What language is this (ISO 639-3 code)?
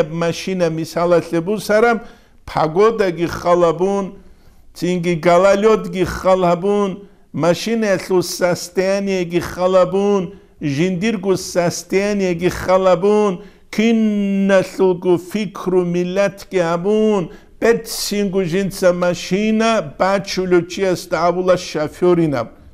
ava